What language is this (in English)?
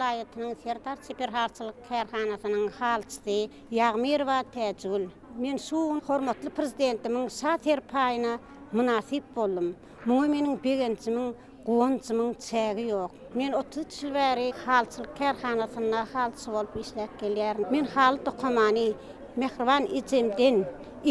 Turkmen